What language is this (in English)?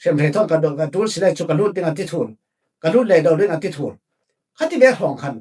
Falam Chin